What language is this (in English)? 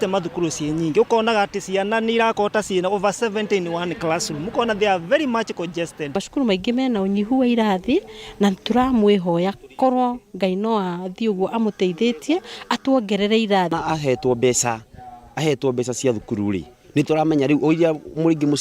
Kikuyu